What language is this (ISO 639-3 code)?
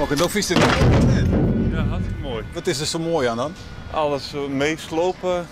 fry